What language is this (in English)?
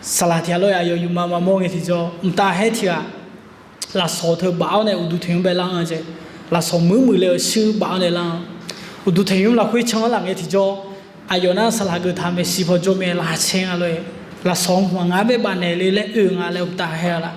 Akha